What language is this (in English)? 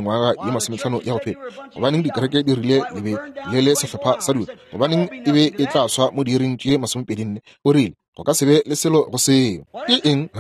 Northern Sotho